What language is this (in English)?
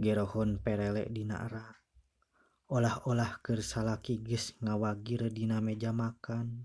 Sundanese